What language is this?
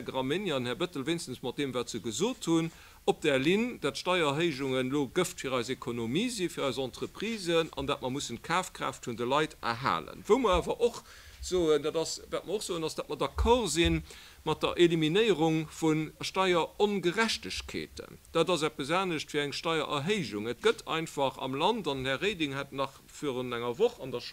Luxembourgish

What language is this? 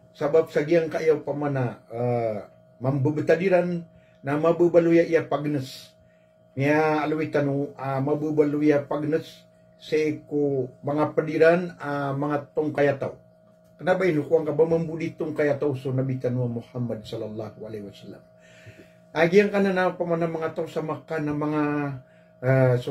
Maranao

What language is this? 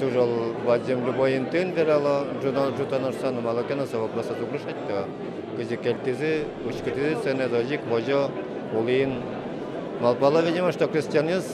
Udmurt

